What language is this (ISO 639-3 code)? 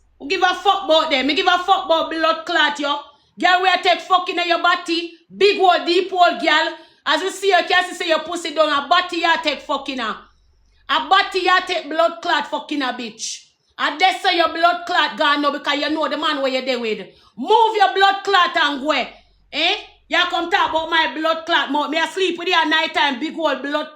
jam